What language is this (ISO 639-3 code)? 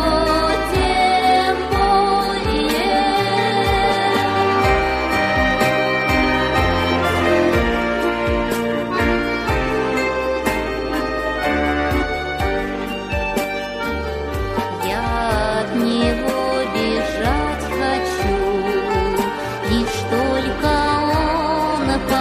rus